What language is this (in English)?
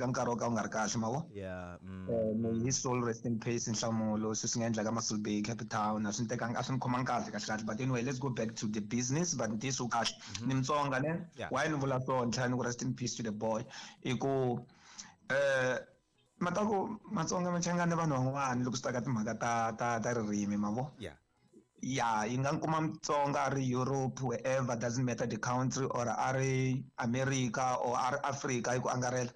Tsonga